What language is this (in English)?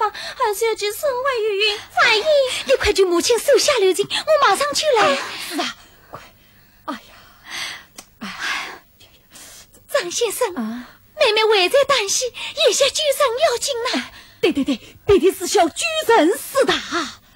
Chinese